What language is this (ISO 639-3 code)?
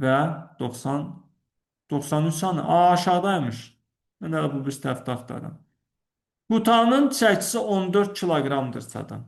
aze